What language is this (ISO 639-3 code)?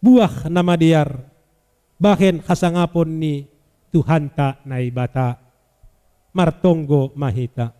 bts